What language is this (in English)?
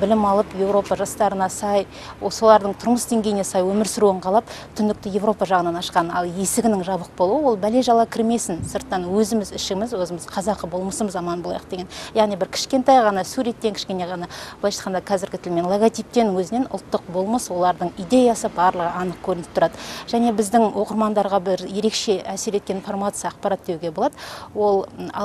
Kazakh